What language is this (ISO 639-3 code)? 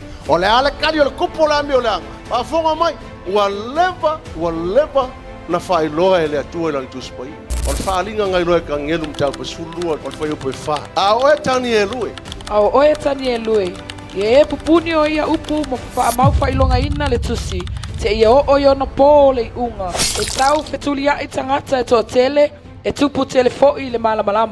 smo